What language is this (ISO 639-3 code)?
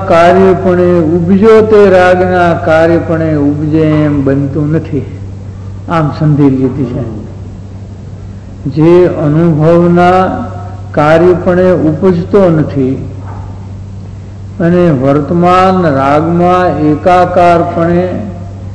guj